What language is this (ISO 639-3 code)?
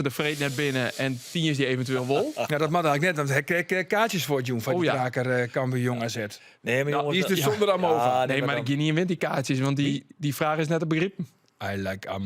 fry